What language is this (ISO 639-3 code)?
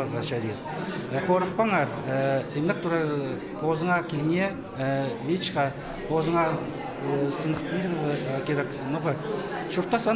kjh